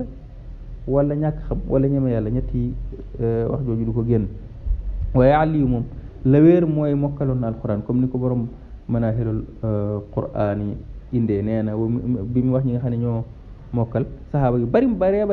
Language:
Wolof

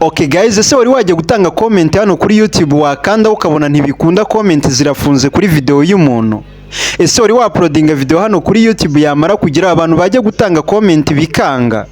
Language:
Kinyarwanda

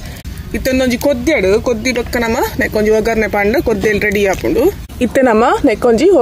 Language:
Tulu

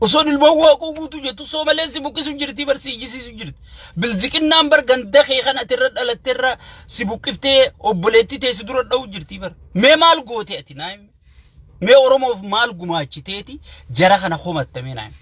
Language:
Oromo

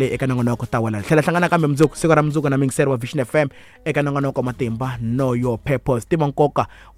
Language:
Tsonga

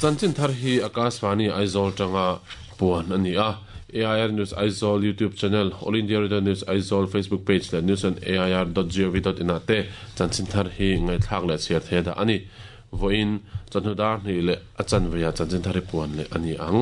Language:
Mizo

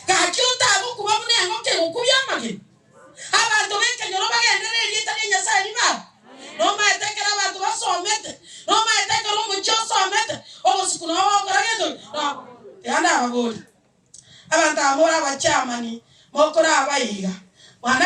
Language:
Gusii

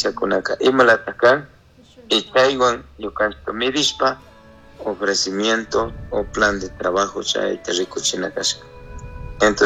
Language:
Chimborazo Highland Quichua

